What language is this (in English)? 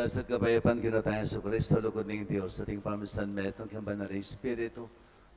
Pampanga